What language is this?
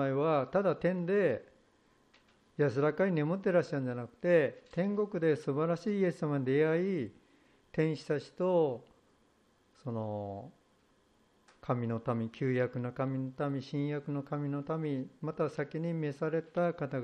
Japanese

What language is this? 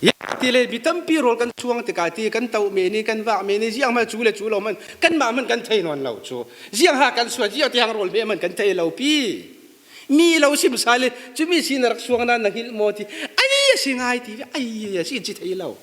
Falam Chin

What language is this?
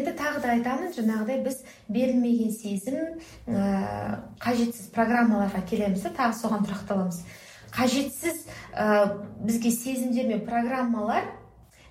Kazakh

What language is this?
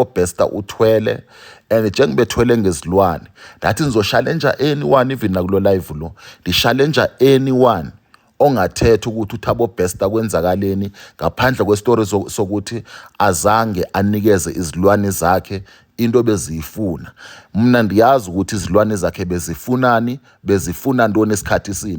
Zulu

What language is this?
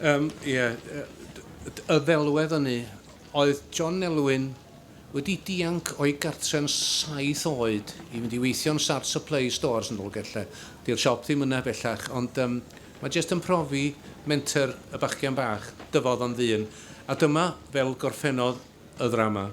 Welsh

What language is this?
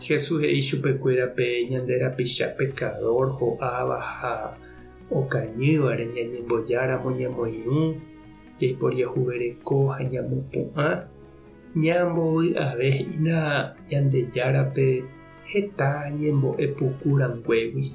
Guarani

